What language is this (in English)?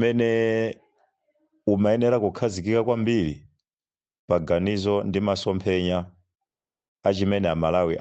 Nyanja